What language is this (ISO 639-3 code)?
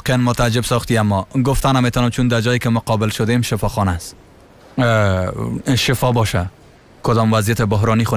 fas